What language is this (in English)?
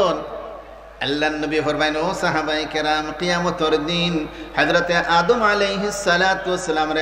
Sylheti